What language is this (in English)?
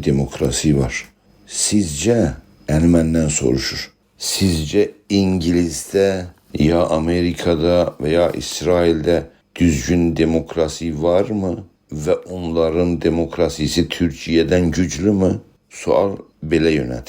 South Azerbaijani